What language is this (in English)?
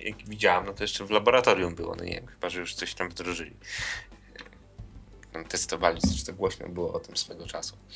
Polish